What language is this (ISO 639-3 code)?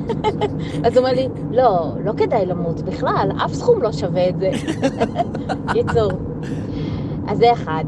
heb